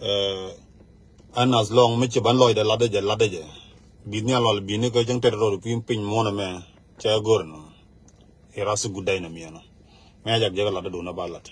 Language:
Nuer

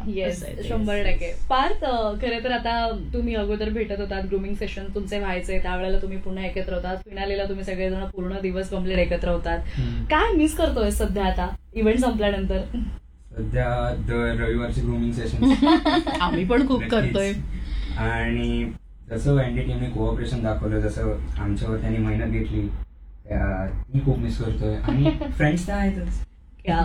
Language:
Marathi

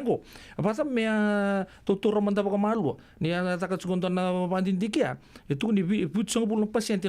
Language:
Fijian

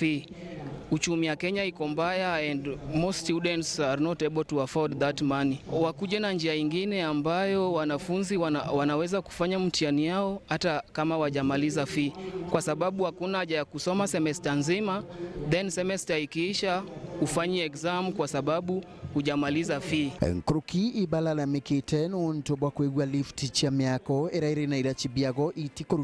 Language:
Meru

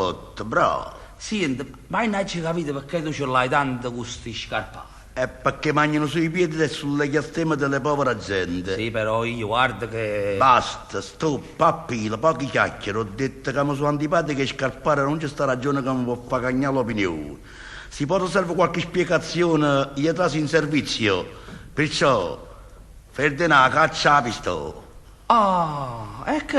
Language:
Neapolitan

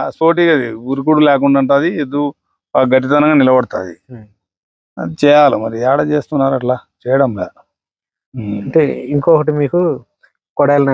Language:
Telugu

